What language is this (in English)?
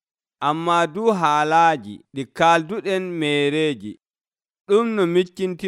Nigerian Fulfulde